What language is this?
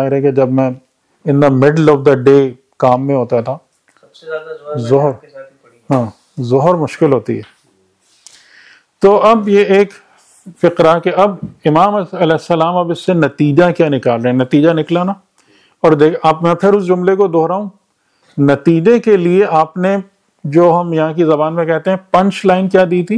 Urdu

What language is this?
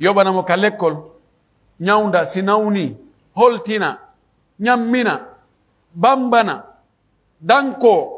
Pular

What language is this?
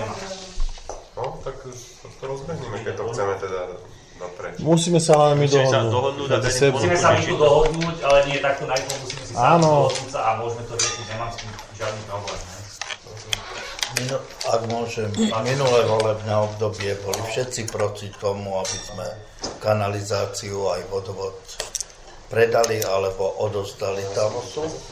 Slovak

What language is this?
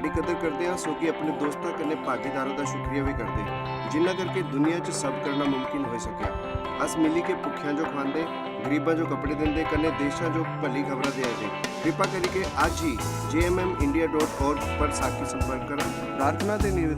Dogri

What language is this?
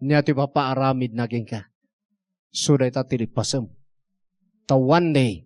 Iloko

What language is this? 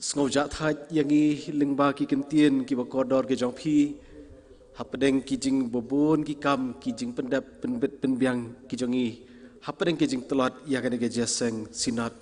Khasi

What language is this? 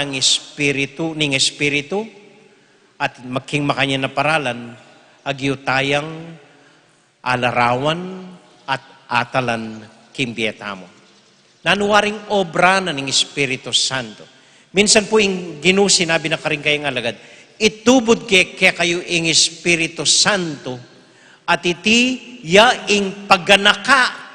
Pampanga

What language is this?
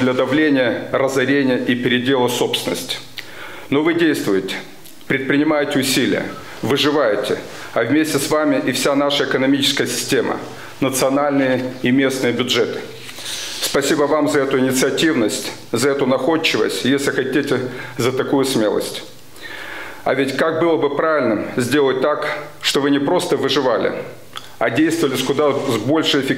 Russian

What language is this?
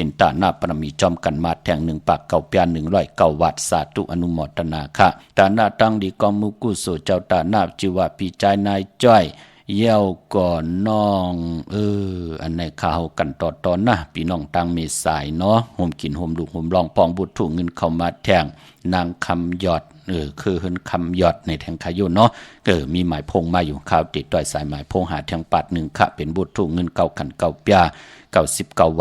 Shan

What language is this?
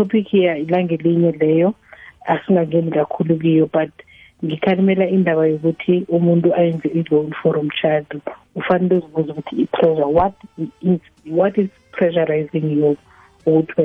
South Ndebele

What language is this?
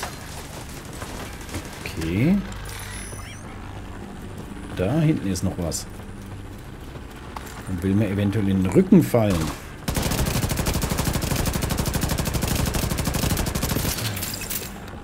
German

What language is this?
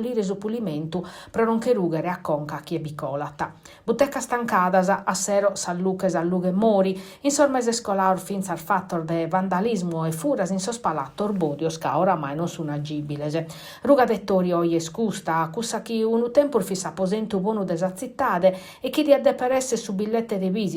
Sardinian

